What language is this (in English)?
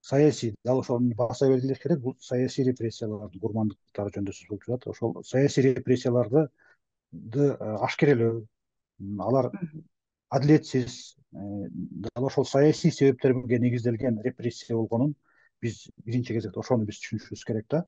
Kyrgyz